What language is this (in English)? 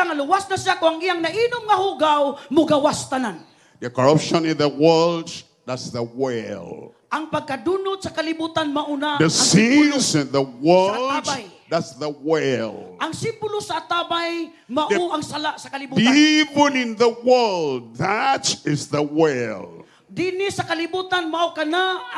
Cebuano